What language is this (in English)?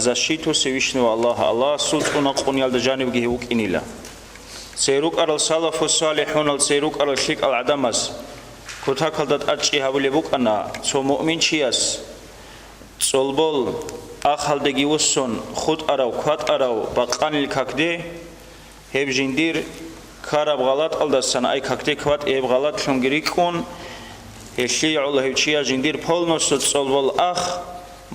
Avaric